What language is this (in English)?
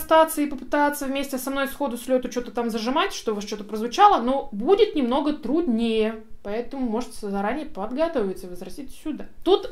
Russian